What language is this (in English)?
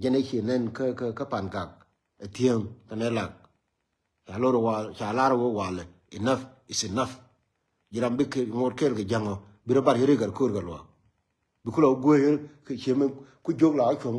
Nuer